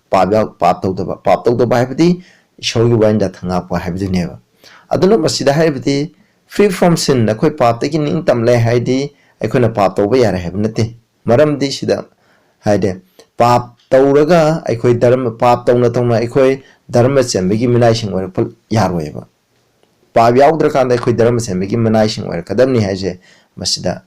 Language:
Manipuri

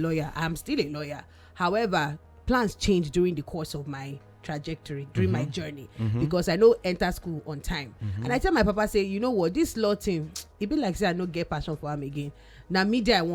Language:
Nigerian Pidgin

